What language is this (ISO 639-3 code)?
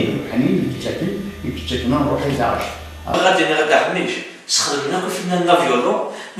kab